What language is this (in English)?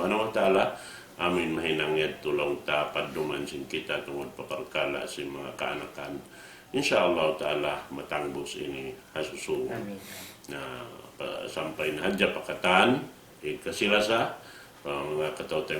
Tausug